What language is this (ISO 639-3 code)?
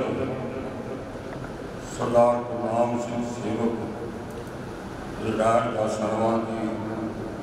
pan